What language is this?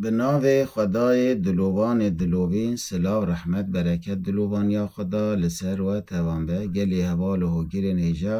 Kurdish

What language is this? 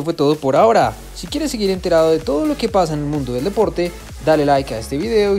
Spanish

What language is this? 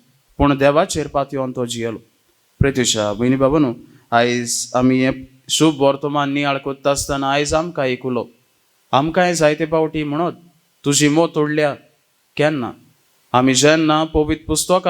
Konkani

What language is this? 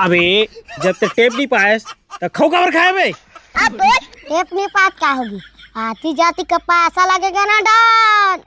Chhattisgarhi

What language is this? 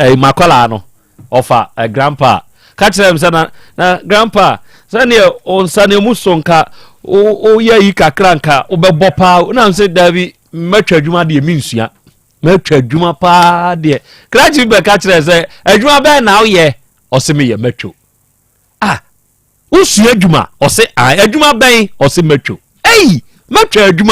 Akan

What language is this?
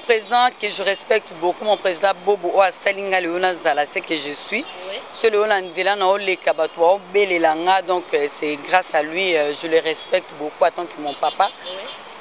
Lingala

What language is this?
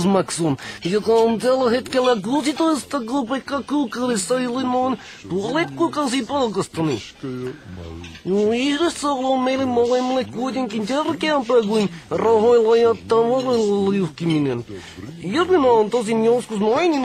Finnish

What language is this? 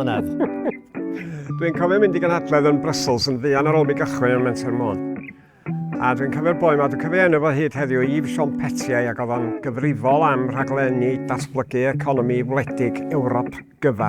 Welsh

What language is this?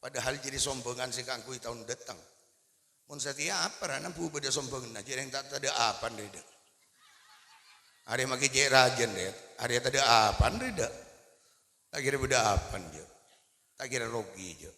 Madurese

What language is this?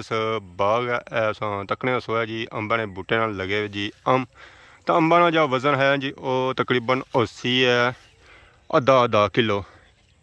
Pahari-Potwari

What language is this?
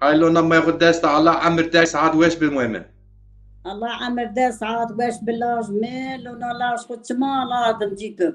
Zaza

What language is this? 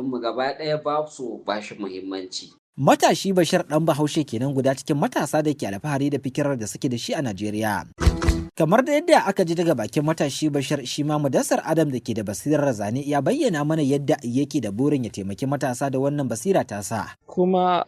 Hausa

